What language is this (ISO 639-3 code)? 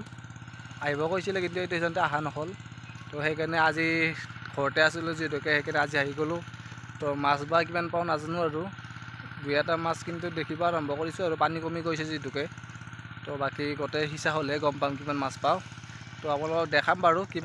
asm